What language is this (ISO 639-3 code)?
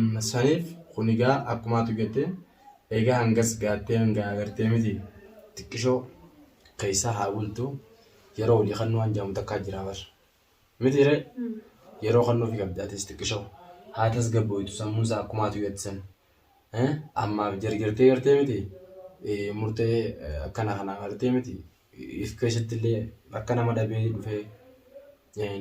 orm